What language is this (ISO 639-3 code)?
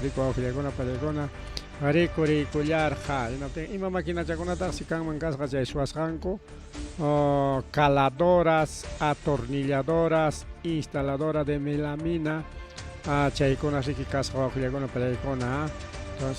quy